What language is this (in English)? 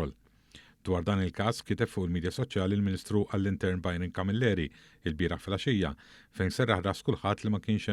Maltese